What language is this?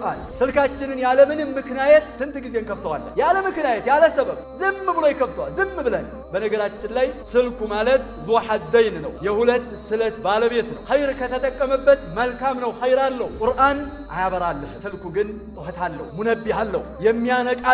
Amharic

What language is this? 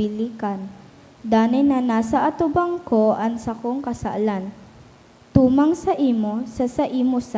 Bikol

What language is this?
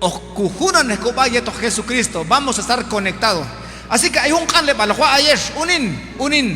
Q'anjob'al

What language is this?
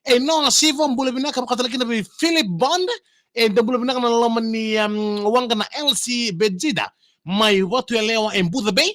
Fijian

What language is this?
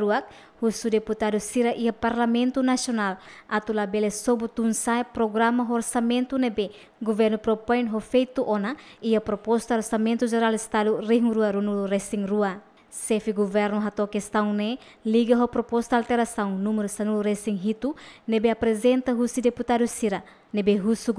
Tetum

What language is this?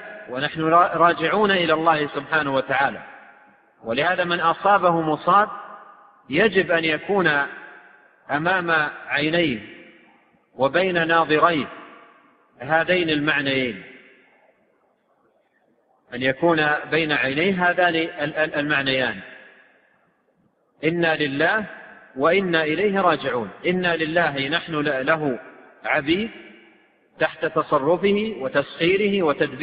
Arabic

